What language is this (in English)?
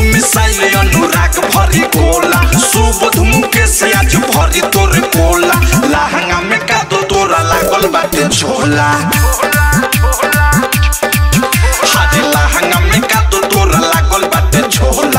Bhojpuri